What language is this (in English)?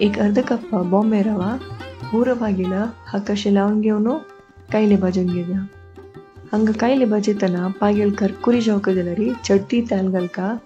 Konkani